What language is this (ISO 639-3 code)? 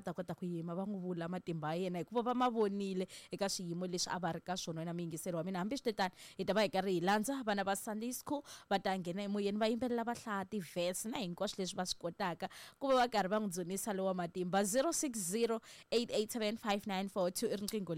tso